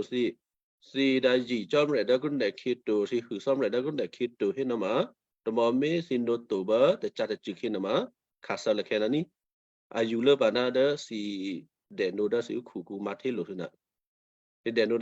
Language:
Western Kayah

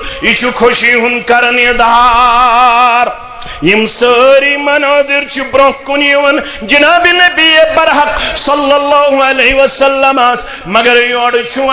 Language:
Kashmiri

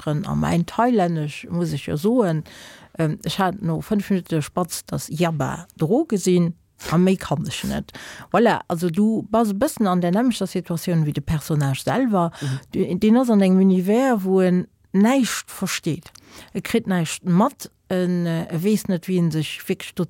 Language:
Luxembourgish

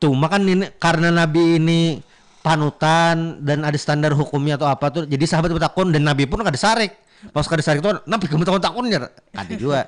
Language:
Banjar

